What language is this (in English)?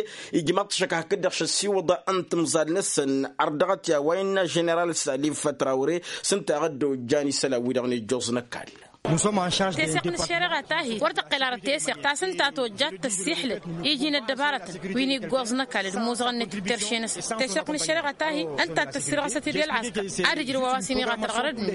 Tamasheq